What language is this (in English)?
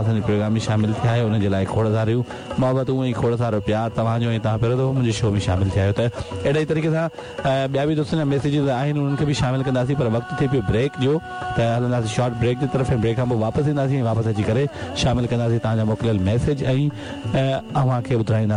Sindhi